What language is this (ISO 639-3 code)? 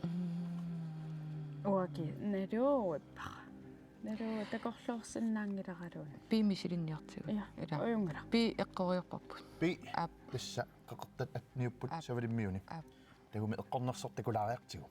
kal